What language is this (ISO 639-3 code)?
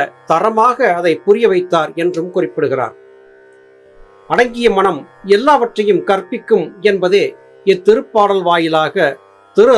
tam